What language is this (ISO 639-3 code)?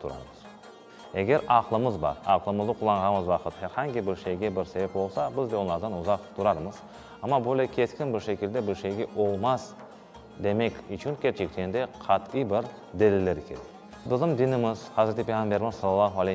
crh